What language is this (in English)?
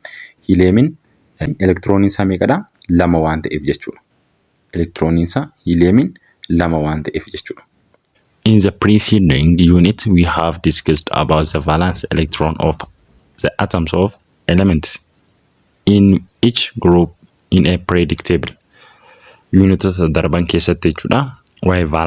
Oromo